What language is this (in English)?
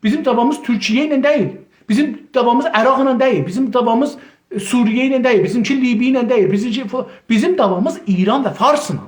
South Azerbaijani